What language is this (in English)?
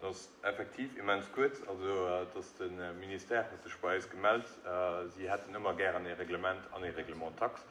Luxembourgish